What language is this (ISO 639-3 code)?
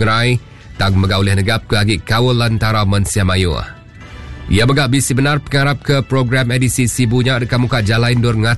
iba